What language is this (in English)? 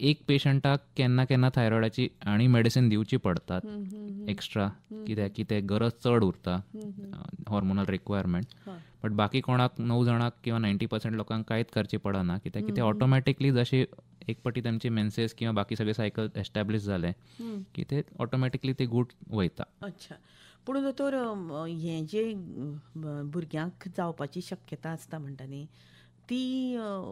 Konkani